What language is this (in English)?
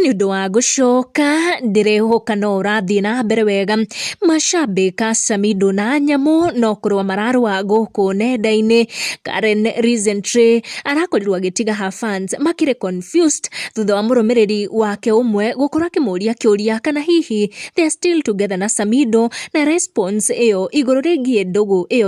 Kikuyu